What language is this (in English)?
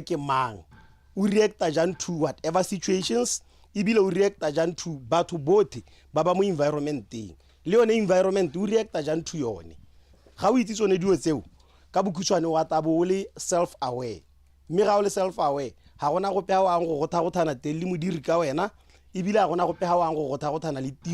Tswana